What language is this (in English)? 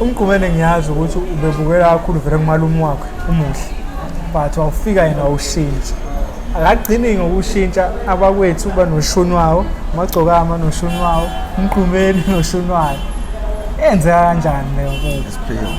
Zulu